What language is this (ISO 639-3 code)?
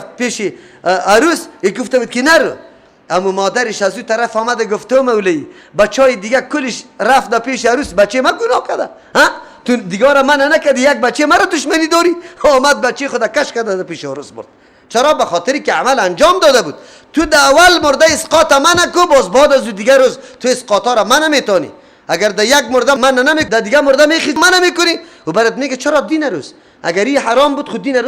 fas